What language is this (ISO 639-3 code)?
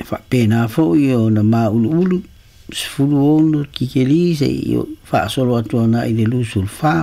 smo